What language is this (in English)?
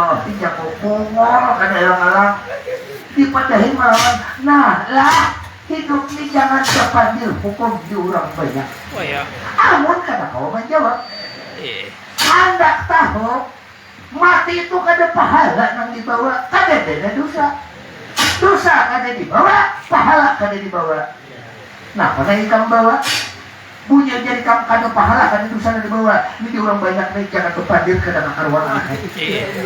Banjar